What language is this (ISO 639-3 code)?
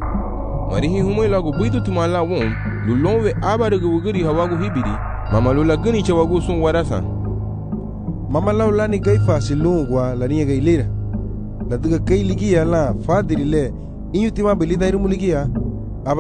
cab